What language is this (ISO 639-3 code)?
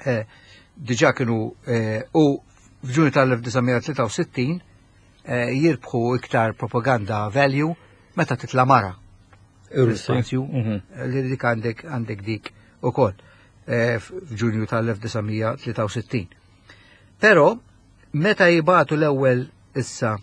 mlt